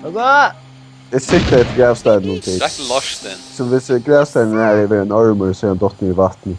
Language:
Faroese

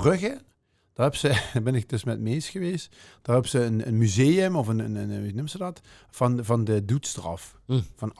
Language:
Limburgish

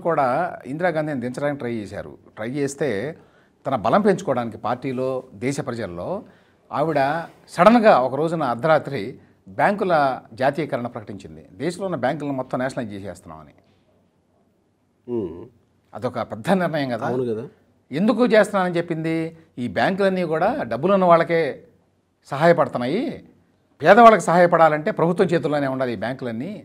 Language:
Telugu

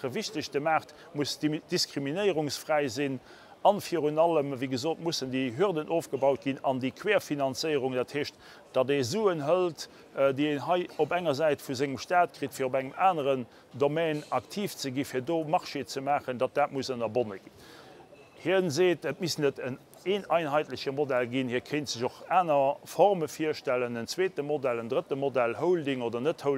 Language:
Luxembourgish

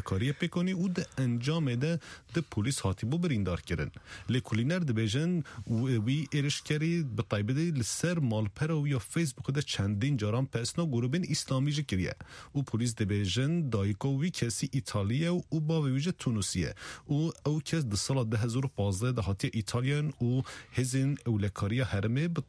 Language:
Kurdish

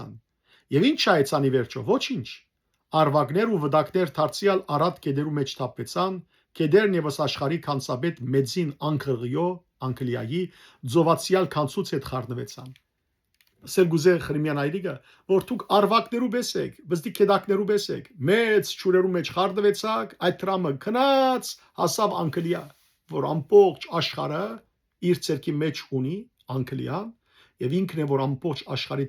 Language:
Western Armenian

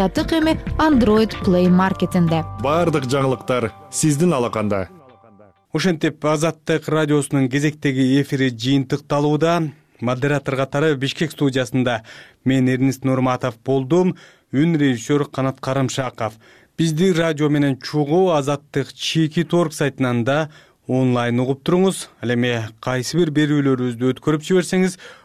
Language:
Kyrgyz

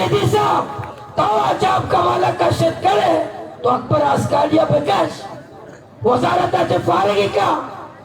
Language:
Baluchi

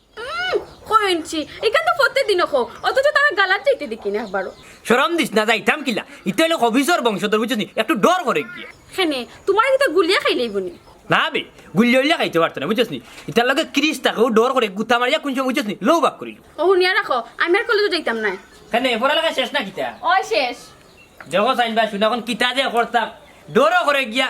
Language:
Sylheti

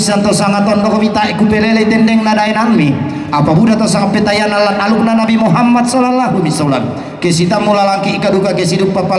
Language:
Toraja-Sa'dan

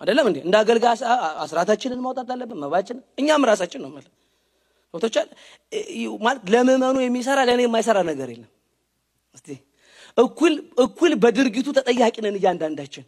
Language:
Amharic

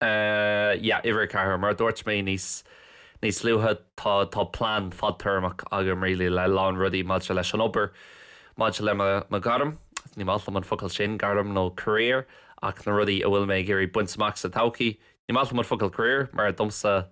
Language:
Irish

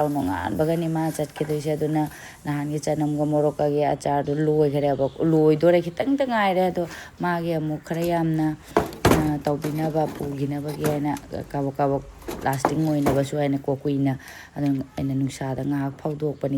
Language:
Manipuri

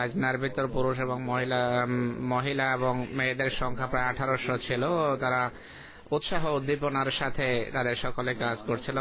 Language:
Bangla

